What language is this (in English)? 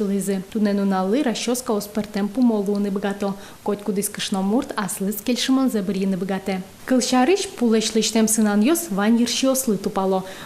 Udmurt